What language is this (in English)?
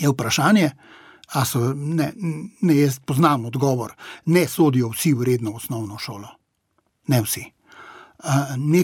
Slovenian